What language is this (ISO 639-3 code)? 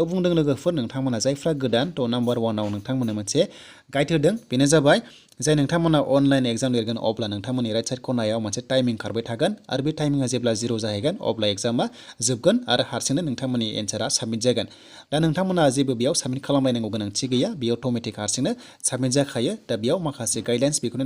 brx